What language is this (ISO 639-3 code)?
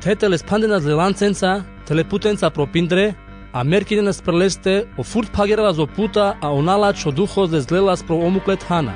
rmc